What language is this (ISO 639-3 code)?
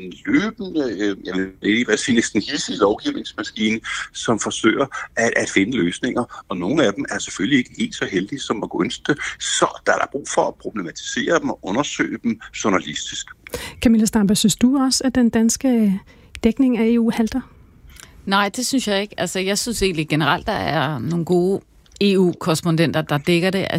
dan